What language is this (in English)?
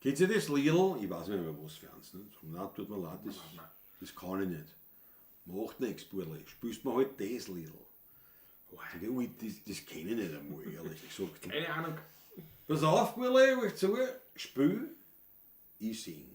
Bavarian